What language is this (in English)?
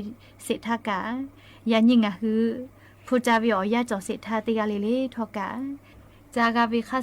Lahu